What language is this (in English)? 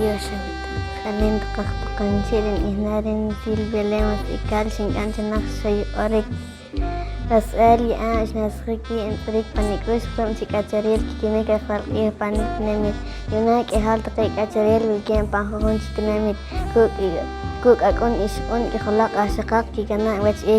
Poqomchi'